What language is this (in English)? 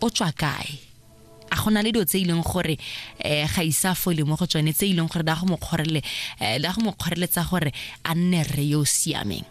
Tswana